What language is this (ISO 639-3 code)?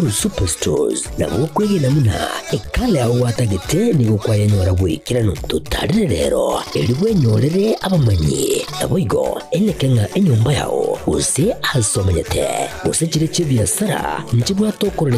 guz